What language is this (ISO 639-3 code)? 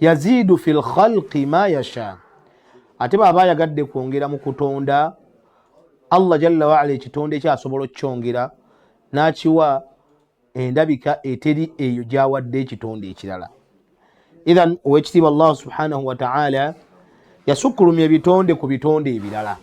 lug